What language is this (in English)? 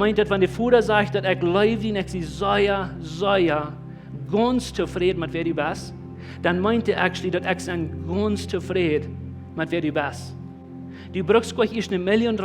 Plautdietsch